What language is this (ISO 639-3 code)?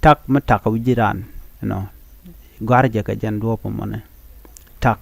nus